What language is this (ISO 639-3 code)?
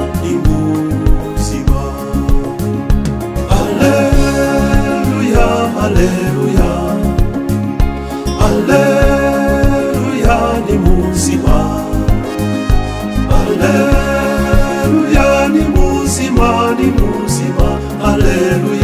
kin